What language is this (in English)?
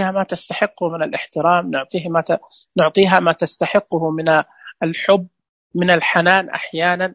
Najdi Arabic